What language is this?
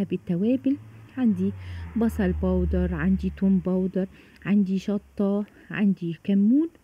Egyptian Arabic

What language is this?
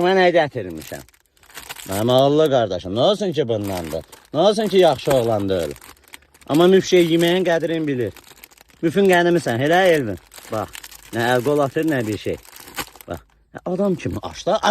Azerbaijani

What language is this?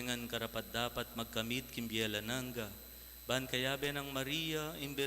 Pampanga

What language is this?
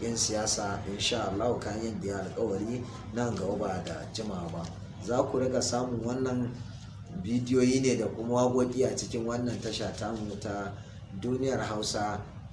Hausa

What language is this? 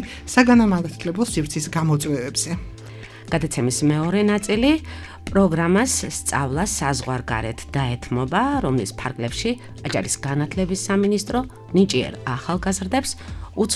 Georgian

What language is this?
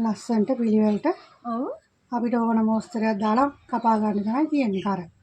Sinhala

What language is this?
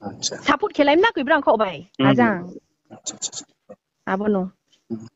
Riang (India)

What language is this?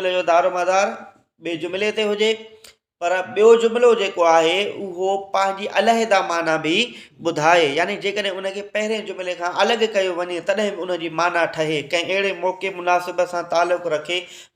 Sindhi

